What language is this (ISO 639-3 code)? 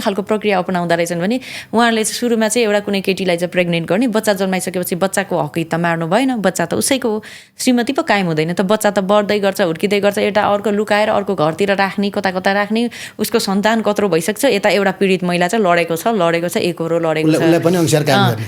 nep